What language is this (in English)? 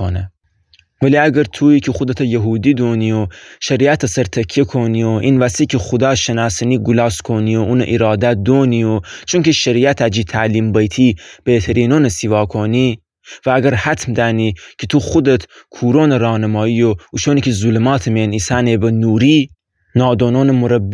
Gilaki